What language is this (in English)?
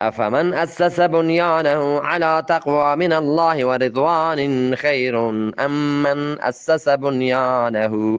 Eastern Balochi